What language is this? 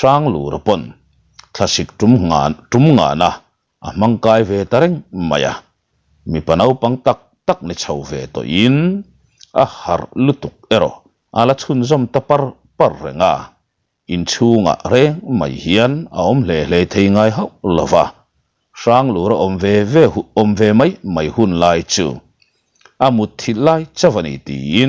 Mizo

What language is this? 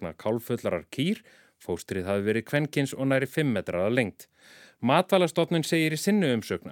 Icelandic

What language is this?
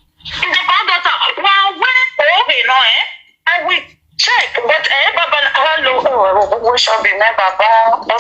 Nigerian Pidgin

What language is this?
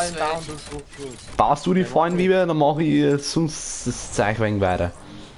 Bavarian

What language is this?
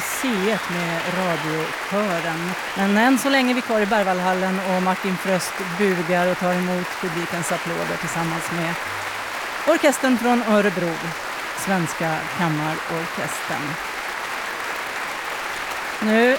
Swedish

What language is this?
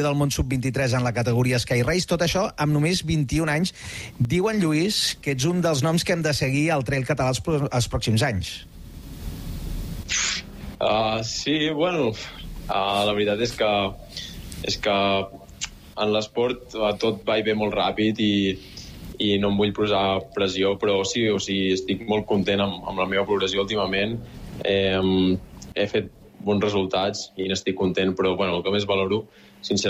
Catalan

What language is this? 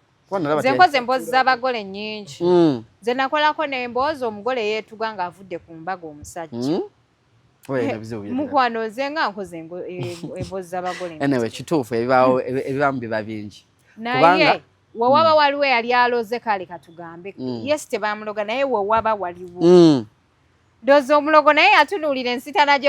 Ganda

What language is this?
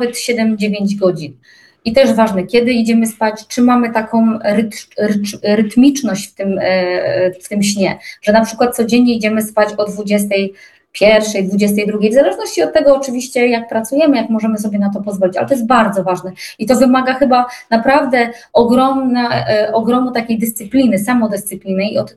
Polish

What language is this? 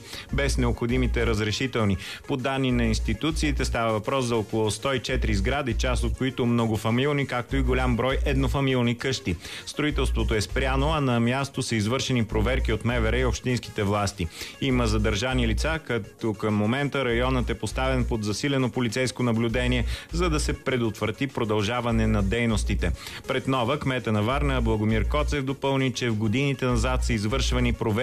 Bulgarian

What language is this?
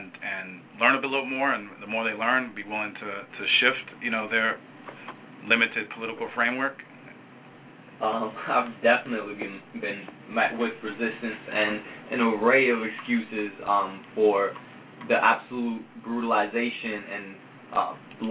English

